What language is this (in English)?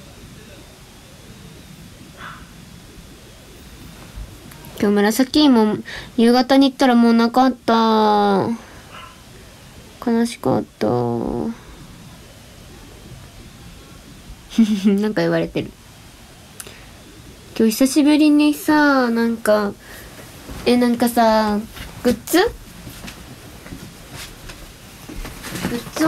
Japanese